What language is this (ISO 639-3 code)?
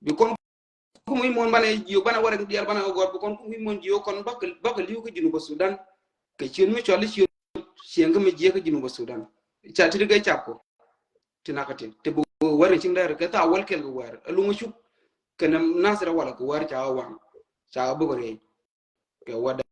nus